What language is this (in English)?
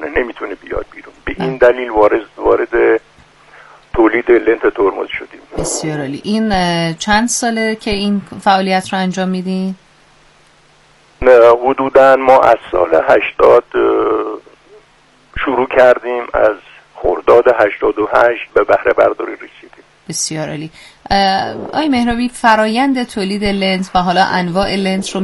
Persian